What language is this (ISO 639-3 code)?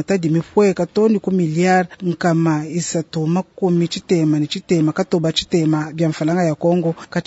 lua